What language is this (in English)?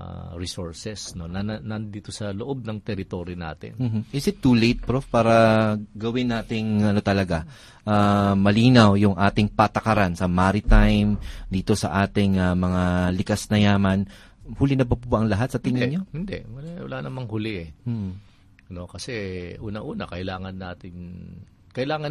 Filipino